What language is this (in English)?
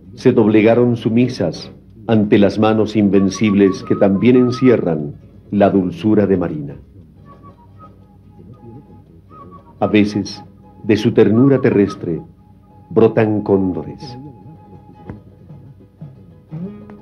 Spanish